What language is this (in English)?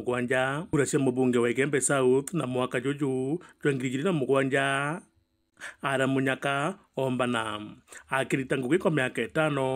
Meru